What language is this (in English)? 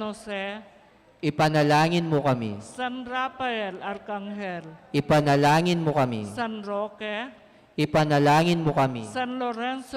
Pampanga